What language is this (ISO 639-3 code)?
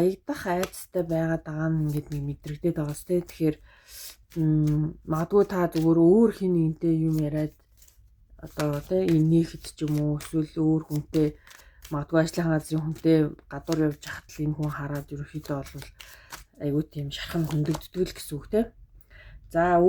mon